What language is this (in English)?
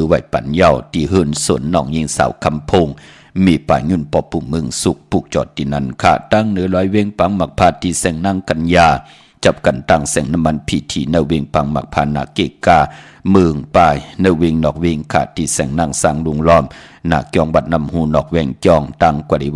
Shan